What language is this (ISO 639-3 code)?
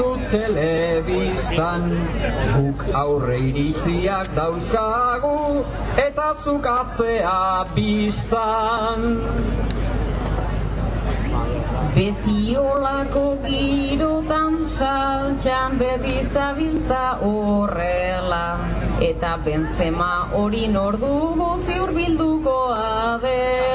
eus